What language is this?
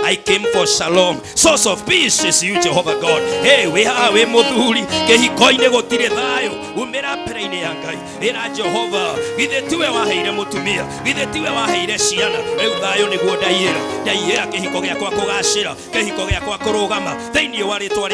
Kikuyu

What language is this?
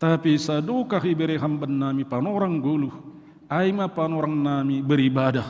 Batak Simalungun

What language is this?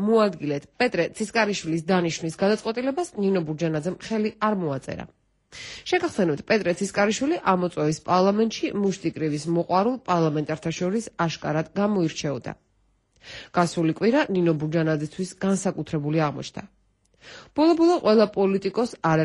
Georgian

